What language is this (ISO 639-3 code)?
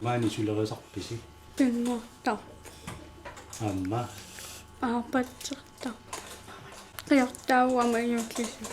kal